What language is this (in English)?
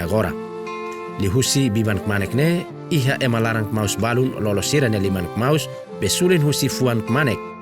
Tetum